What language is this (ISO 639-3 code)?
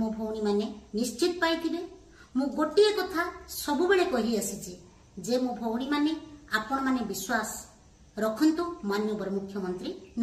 ori